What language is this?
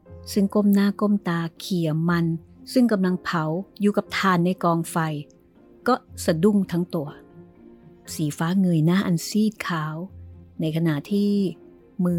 Thai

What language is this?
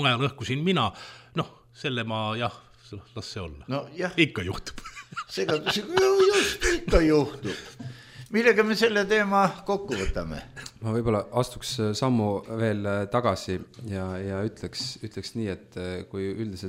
Estonian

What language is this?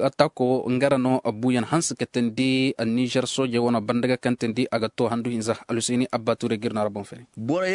Zarma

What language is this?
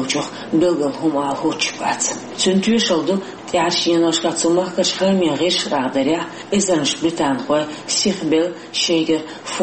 Chechen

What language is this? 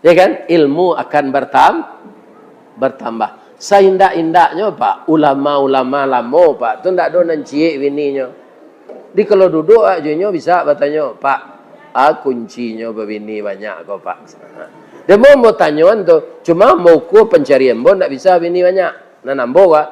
Minangkabau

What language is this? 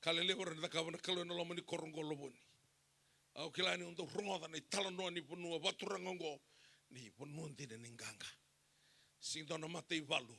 Fijian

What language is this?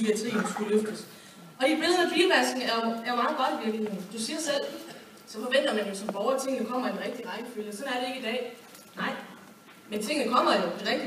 Danish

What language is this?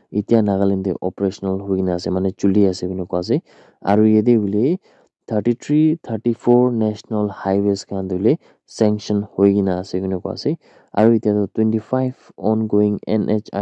Naga Pidgin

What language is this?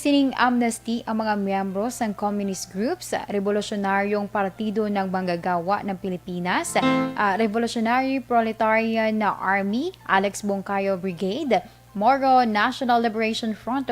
Hiligaynon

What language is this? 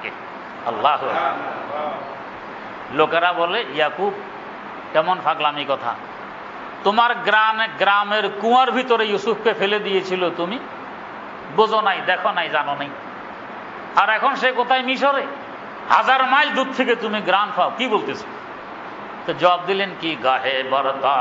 Bangla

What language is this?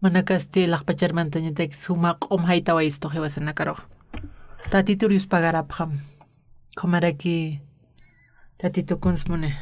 Aymara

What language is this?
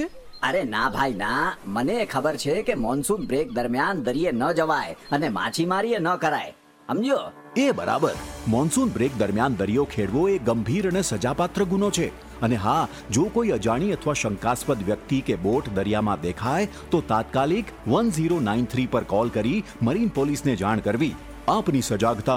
Gujarati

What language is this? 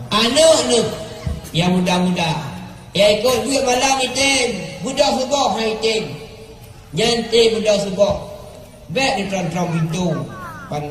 Achinese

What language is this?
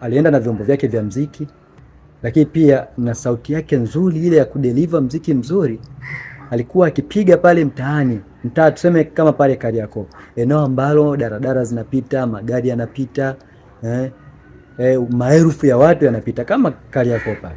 Swahili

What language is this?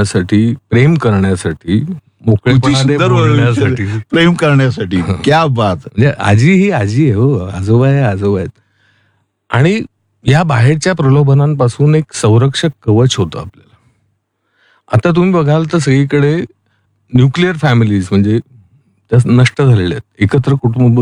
Marathi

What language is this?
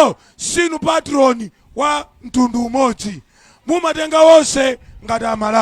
Nyanja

